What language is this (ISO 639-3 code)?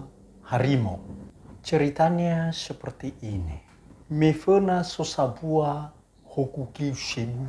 nia